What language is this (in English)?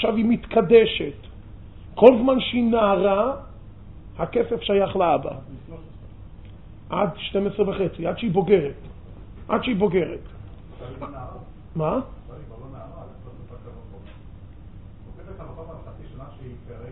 Hebrew